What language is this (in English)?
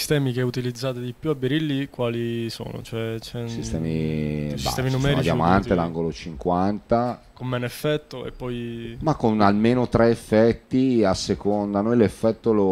Italian